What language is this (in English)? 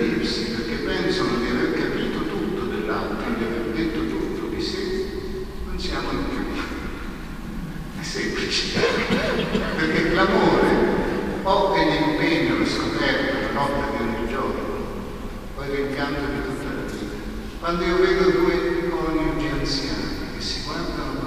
Italian